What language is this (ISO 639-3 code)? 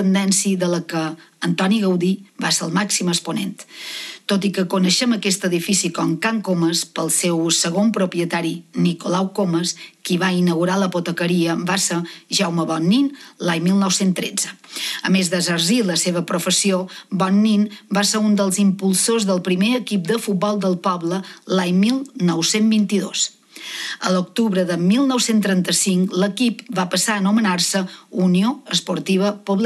cat